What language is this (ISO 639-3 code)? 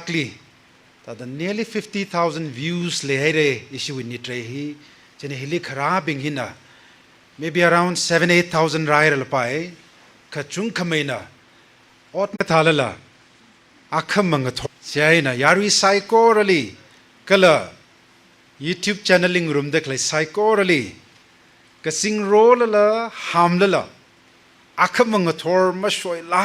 nmf